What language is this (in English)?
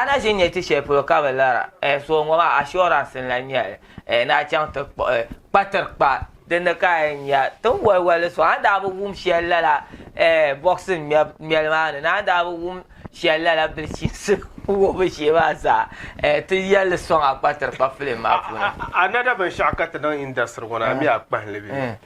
Dagbani